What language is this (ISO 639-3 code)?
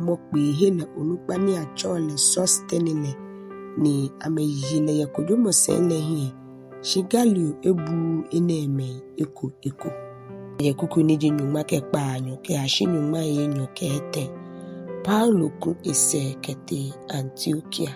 gaa